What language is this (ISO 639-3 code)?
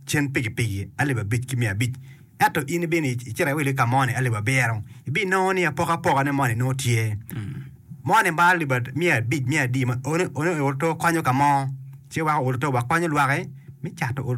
ach